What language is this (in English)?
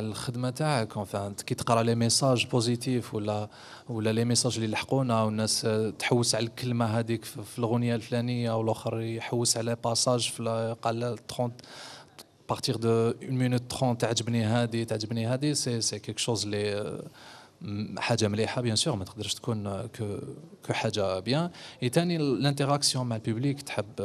Algerian Arabic